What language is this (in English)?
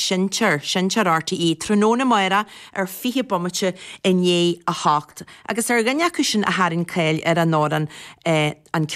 Irish